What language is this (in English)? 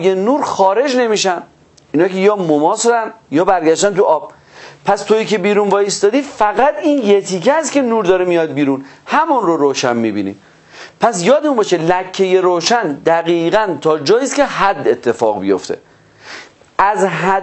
Persian